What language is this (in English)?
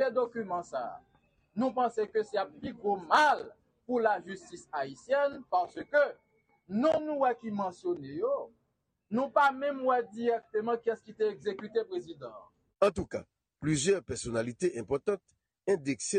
Haitian Creole